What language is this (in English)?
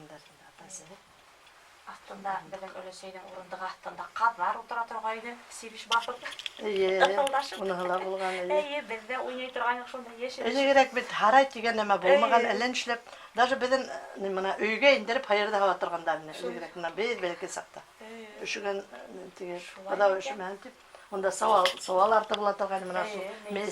Bashkir